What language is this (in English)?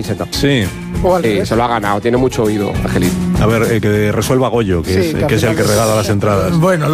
Spanish